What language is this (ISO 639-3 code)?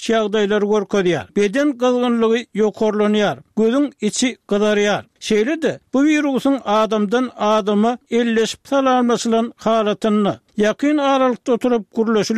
tuk